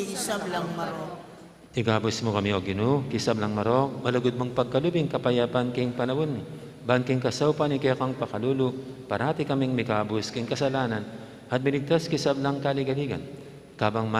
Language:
Pampanga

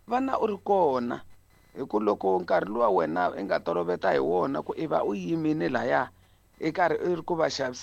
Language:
Tsonga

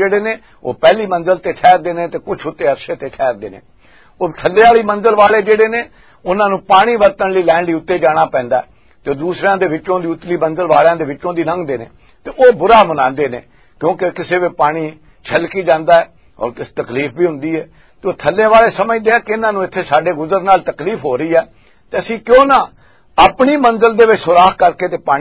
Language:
Western Panjabi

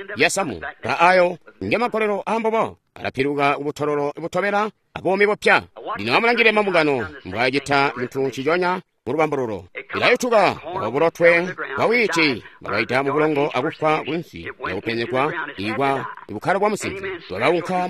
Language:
Tonga (Zambia)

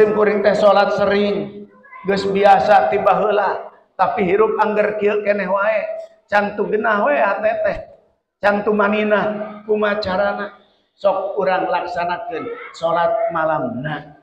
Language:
Sundanese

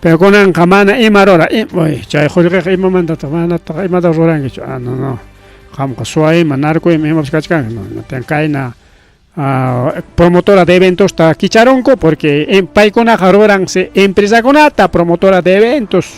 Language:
Ayacucho Quechua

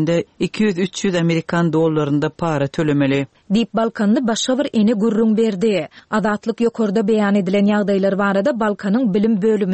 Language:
Turkmen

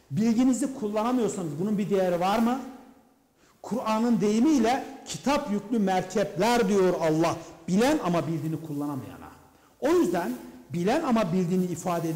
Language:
Turkish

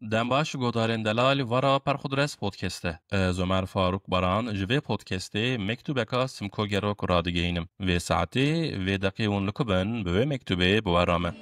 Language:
Kurdish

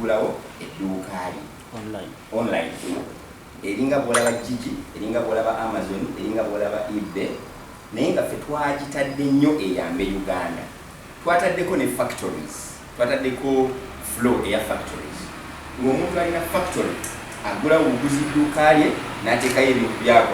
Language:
Ganda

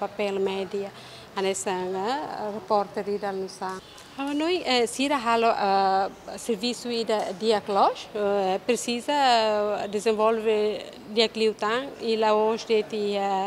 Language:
Tetum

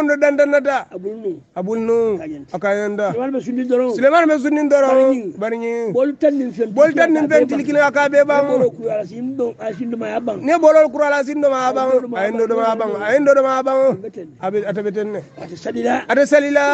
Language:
Hausa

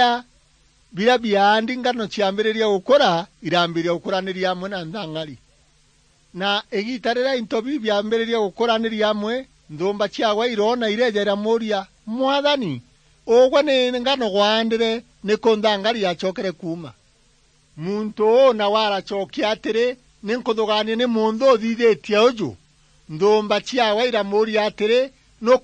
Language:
Meru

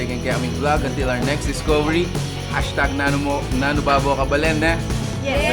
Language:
Pampanga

